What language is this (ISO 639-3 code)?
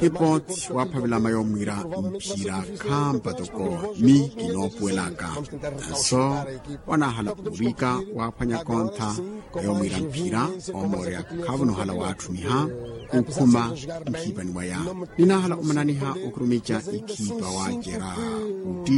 vmw